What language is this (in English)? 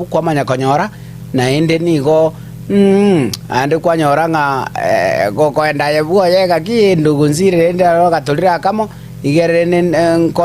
Gusii